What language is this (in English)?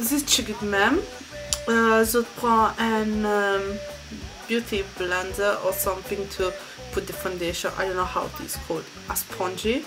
Morisyen